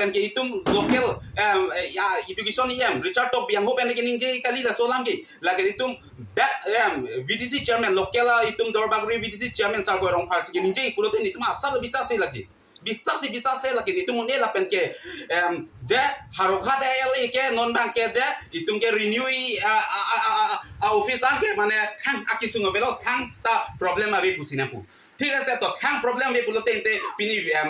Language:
Karbi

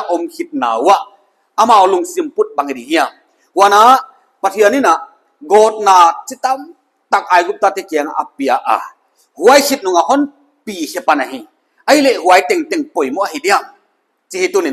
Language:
Paite Chin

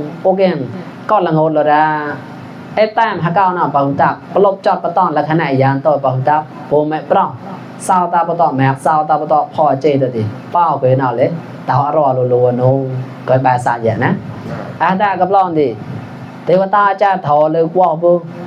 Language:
Mon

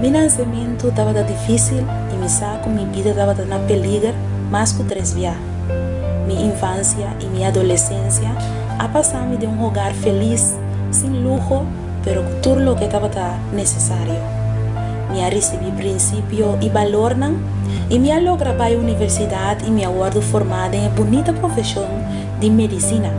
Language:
Papiamento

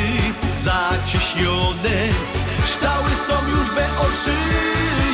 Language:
Silesian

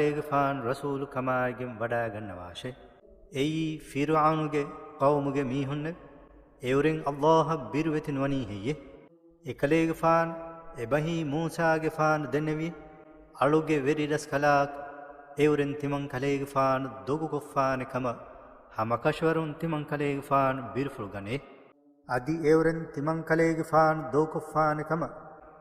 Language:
Divehi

